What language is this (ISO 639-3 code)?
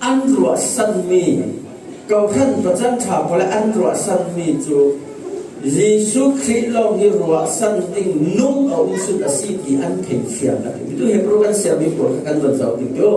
cfm